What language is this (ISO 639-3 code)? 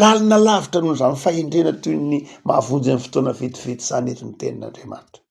mlg